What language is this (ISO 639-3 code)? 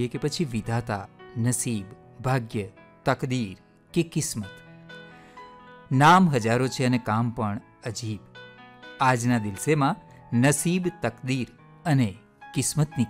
guj